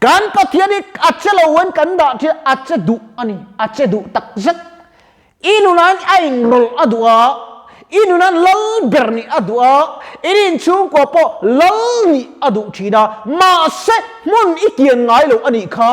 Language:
Mizo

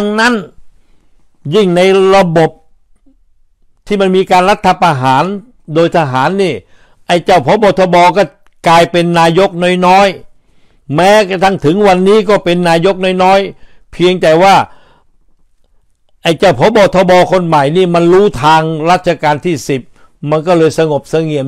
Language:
Thai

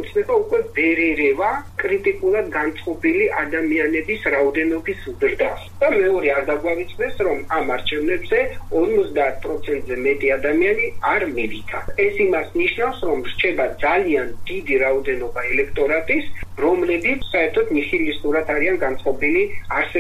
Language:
Georgian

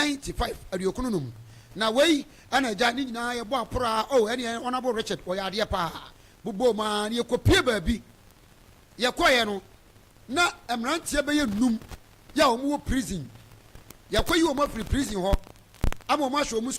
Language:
Akan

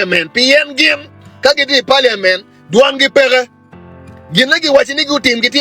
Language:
Acoli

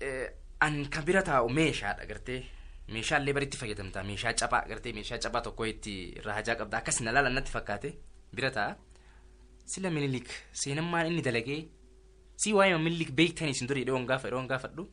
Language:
Oromo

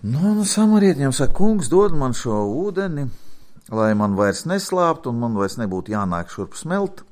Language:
Latvian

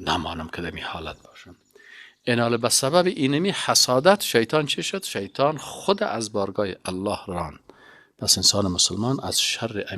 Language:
Persian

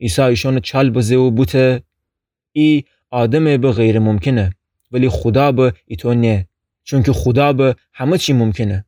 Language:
Gilaki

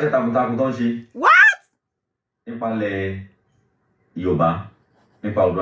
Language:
Yoruba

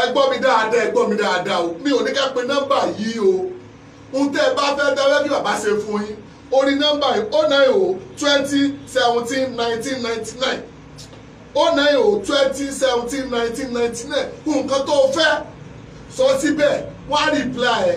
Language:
Yoruba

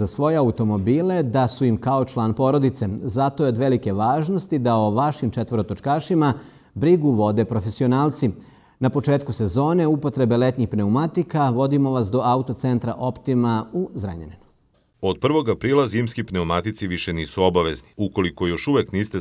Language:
Serbian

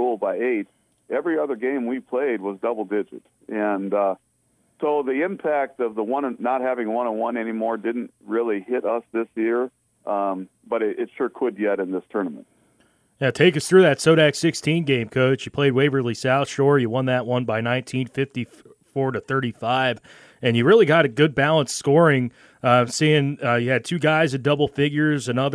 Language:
English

